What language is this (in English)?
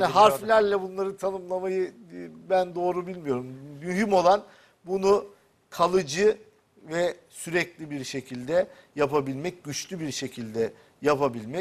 Turkish